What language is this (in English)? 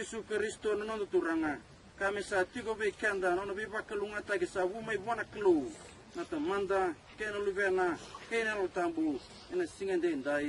Fijian